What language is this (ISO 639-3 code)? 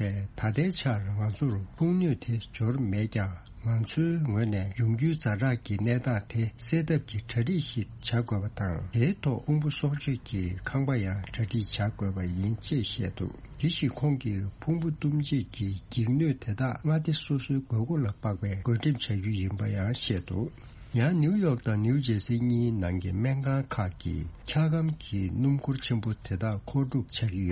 bod